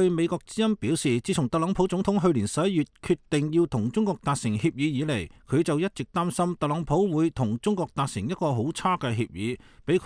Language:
Cantonese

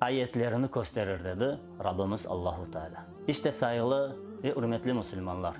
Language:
Crimean Tatar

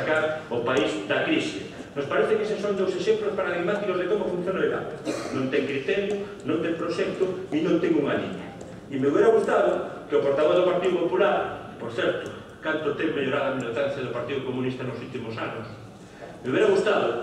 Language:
Galician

